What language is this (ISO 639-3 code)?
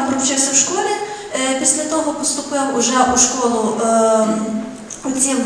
ukr